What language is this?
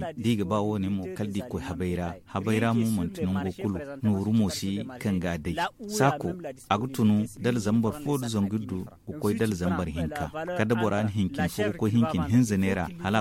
Zarma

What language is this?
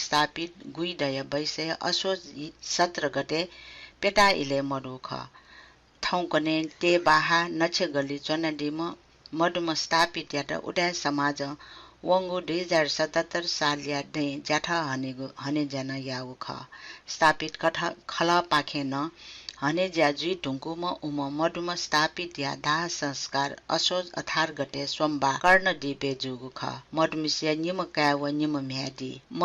Newari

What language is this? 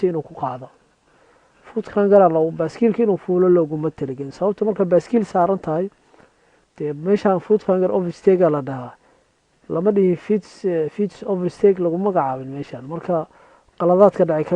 Somali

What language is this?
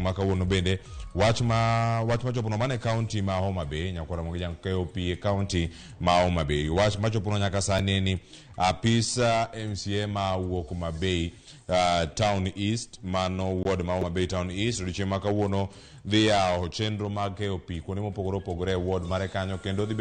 Luo (Kenya and Tanzania)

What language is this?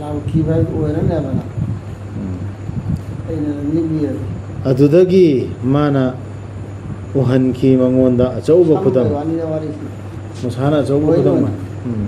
Manipuri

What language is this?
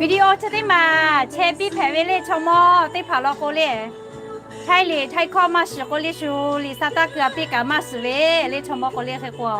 Lahu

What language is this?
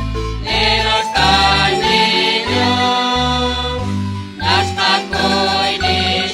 Kekchí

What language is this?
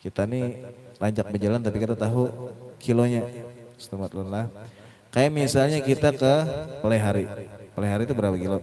Banjar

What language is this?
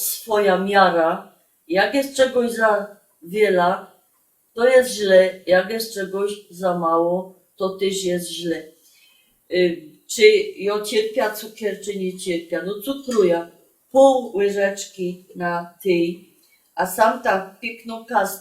Silesian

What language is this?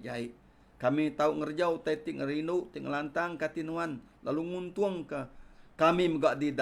Iban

